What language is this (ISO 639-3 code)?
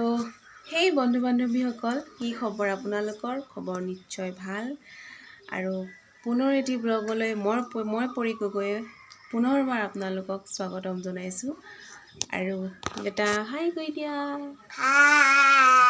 asm